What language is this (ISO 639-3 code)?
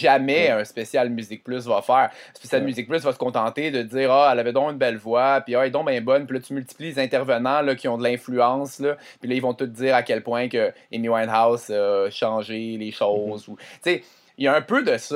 fra